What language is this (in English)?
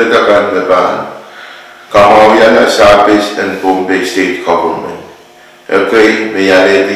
Pohnpeian